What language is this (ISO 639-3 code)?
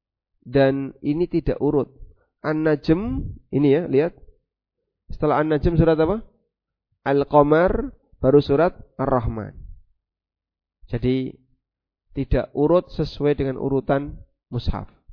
ind